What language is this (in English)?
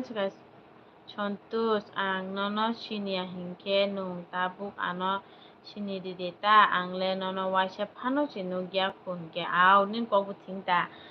Kok Borok